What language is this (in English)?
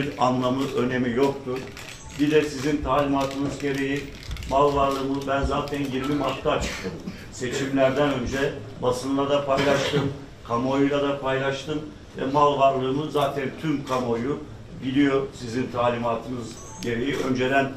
Turkish